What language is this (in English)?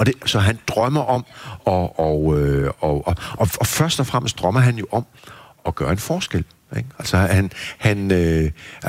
Danish